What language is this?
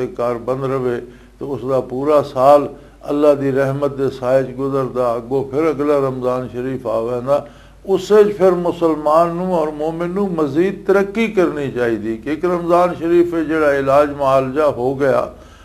Western Panjabi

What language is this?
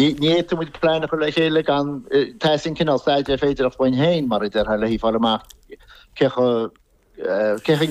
Irish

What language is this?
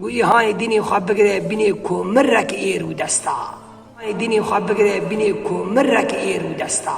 Kurdish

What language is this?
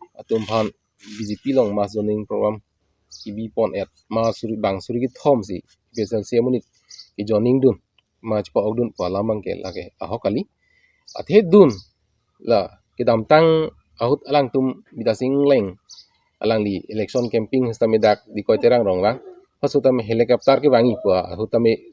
Karbi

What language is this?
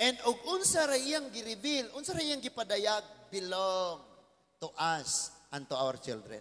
Cebuano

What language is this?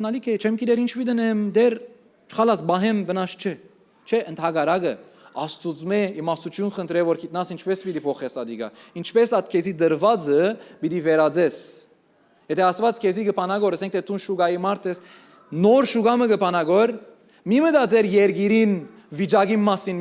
Western Armenian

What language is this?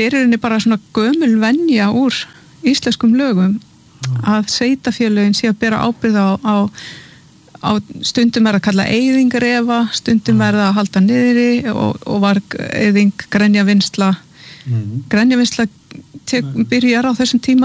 Icelandic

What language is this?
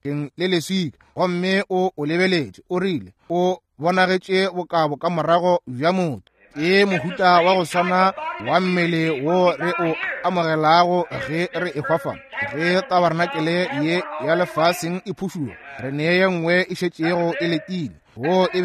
Northern Sotho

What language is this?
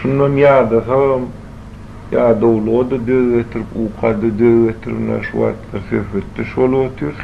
Turkmen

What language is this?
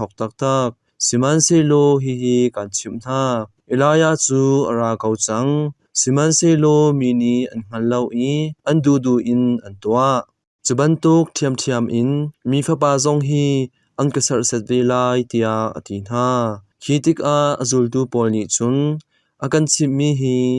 Hakha Chin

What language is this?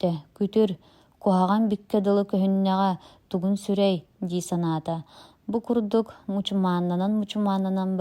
Yakut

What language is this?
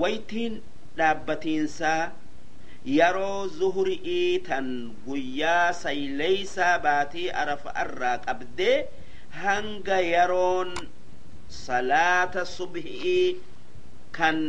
Oromo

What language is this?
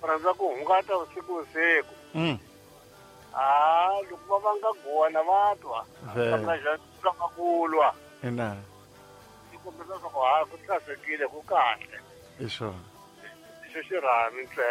Tsonga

